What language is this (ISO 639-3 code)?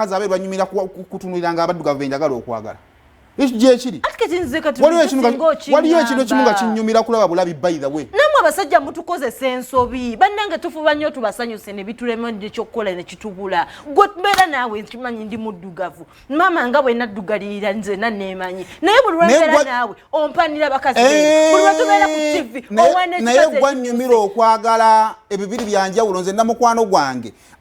lug